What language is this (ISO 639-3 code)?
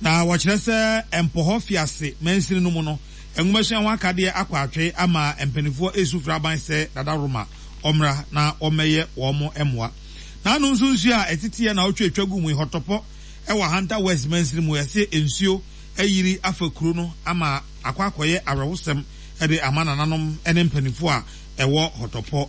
aka